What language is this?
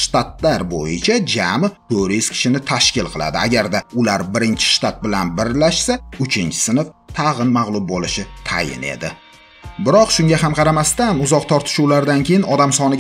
Uzbek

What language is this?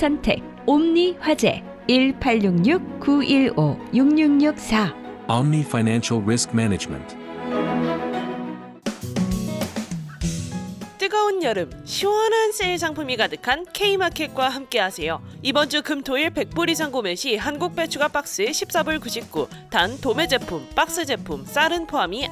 Korean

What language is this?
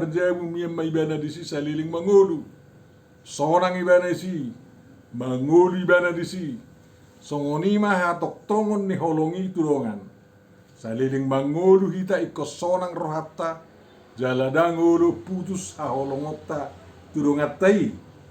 Batak Toba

